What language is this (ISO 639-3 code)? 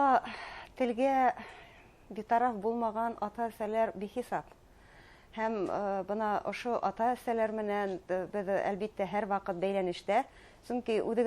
bak